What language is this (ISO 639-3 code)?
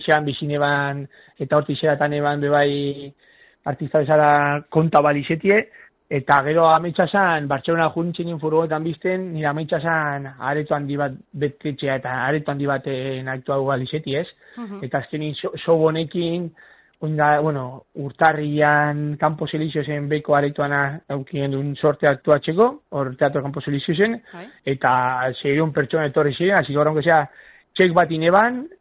eus